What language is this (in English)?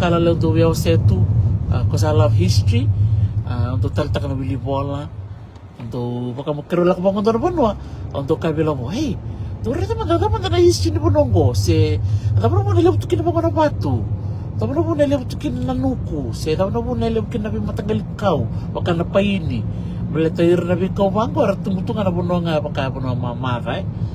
Fijian